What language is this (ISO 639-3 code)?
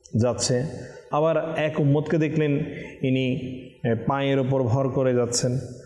ben